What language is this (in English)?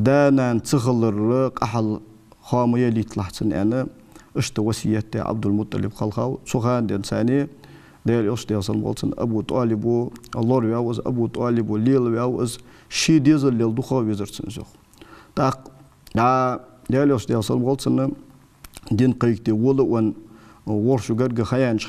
Ingush